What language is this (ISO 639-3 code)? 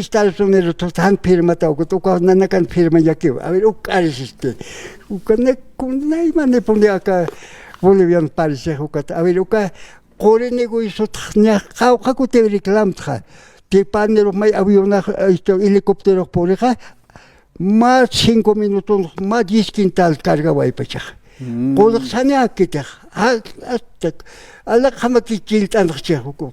aym